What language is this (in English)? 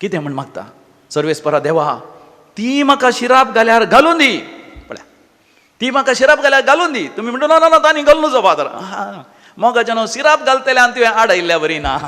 Konkani